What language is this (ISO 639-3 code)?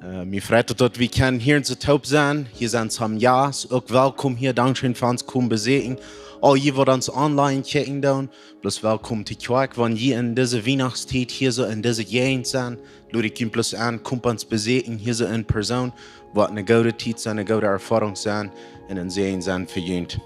pdt